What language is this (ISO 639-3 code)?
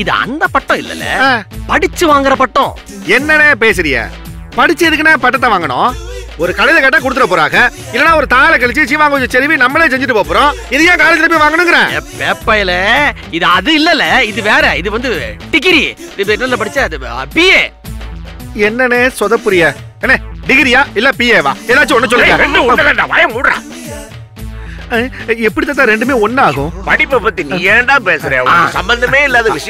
tam